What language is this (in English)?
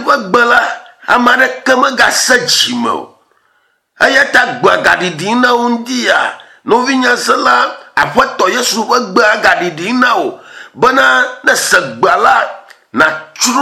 Ewe